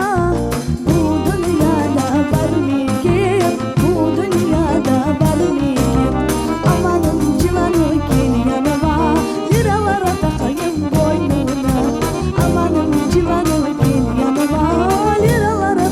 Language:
Crimean Tatar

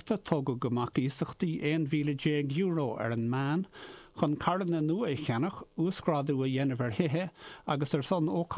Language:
Irish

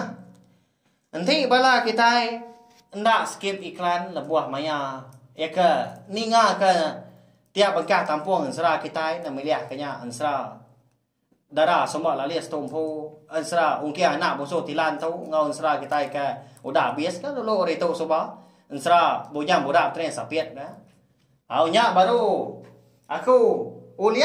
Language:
Iban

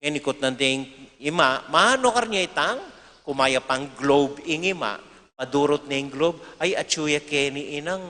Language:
Pampanga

